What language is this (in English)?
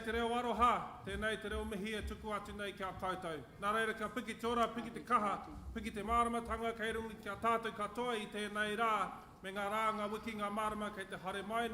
Māori